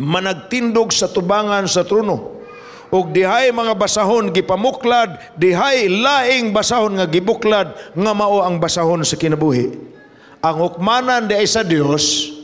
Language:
Cebuano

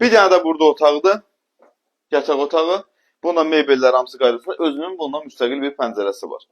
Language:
Azerbaijani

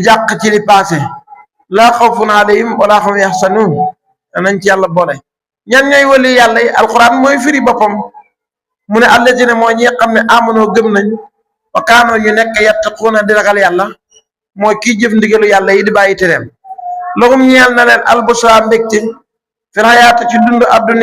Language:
Wolof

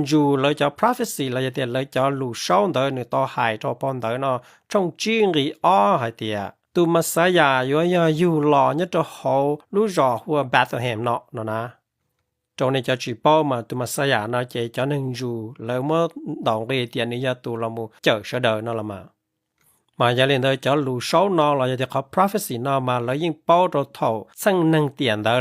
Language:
Hmong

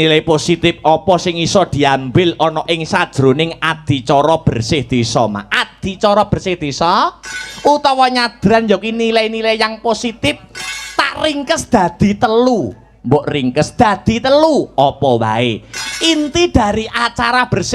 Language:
Javanese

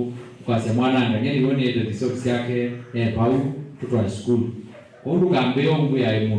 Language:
Kamba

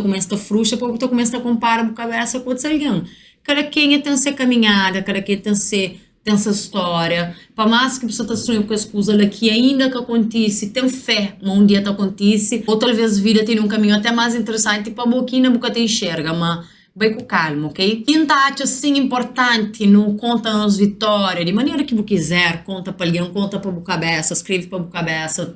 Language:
Kabuverdianu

